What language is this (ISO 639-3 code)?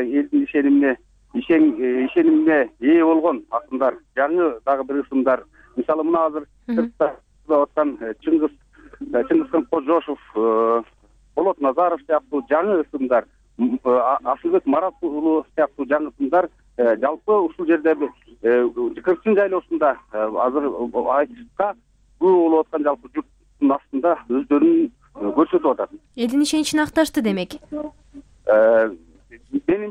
kir